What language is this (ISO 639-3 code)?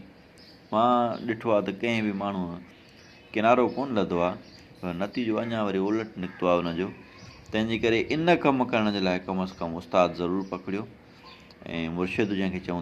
snd